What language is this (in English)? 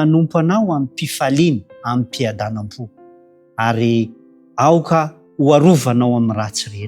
Malagasy